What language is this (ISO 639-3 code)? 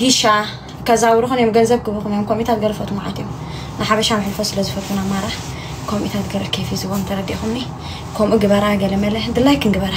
tir